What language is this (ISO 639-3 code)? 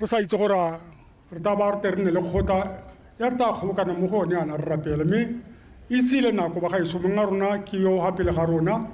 tsn